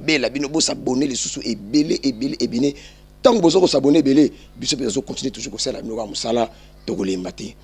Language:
Lingala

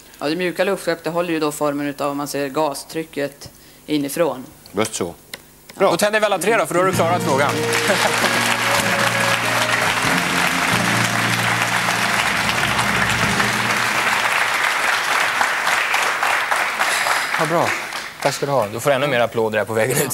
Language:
Swedish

